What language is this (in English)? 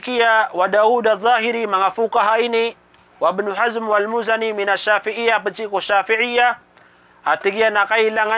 Maranao